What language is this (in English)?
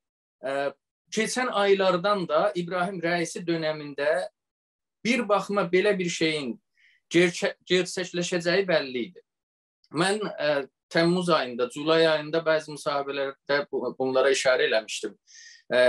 South Azerbaijani